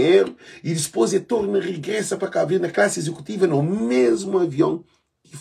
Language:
Kabuverdianu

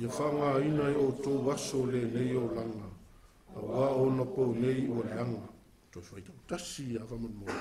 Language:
Samoan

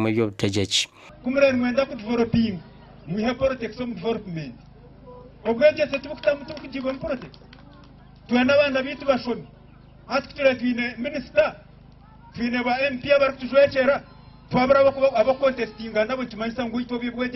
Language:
Nyankole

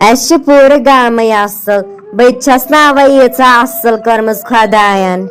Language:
Kashmiri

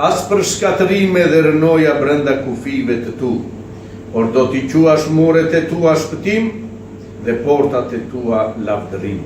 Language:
Albanian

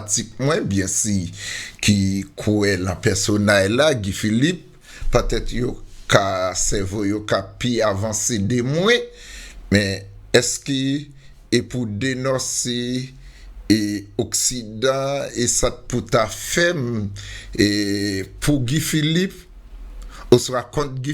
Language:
Haitian Creole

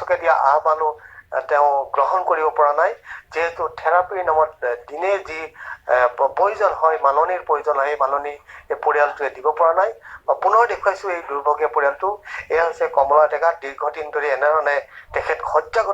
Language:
Assamese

